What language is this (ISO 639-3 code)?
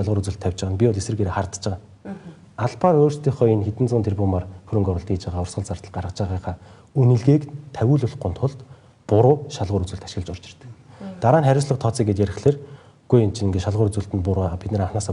mon